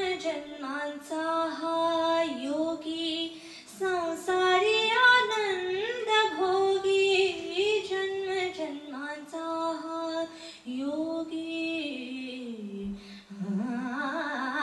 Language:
Marathi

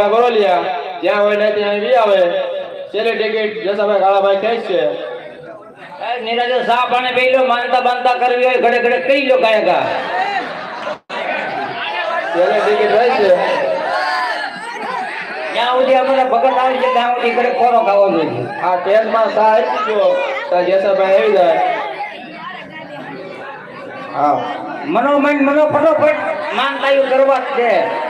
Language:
Gujarati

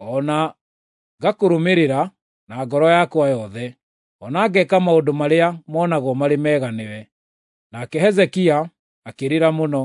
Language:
Kikuyu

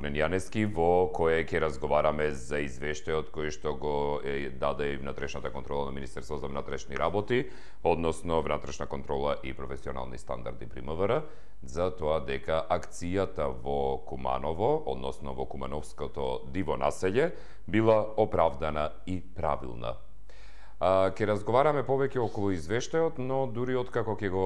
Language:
Macedonian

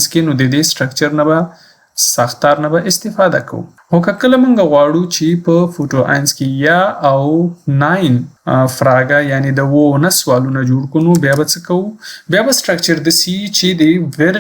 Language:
Pashto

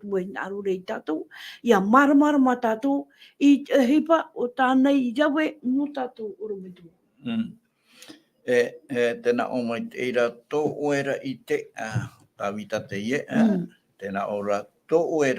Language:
Tahitian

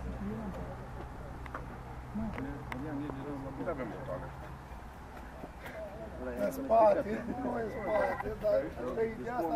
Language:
Romanian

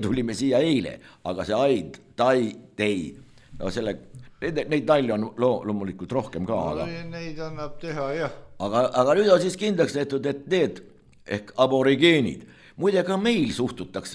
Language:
Estonian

